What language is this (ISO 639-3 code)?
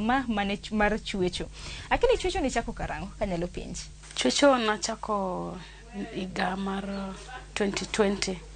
luo